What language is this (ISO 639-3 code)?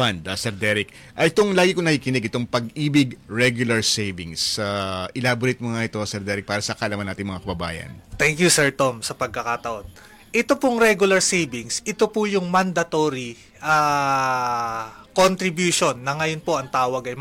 fil